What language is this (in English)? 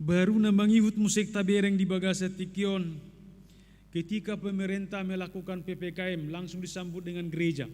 Batak Toba